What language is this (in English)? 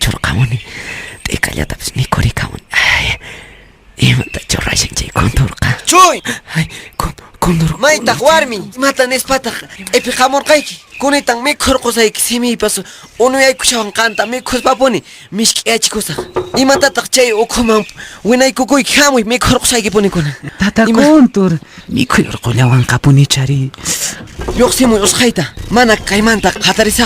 Quechua